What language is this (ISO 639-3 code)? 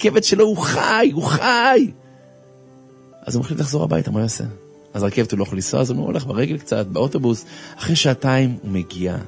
heb